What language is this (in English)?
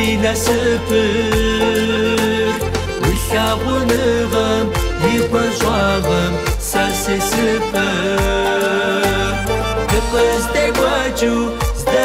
Kabardian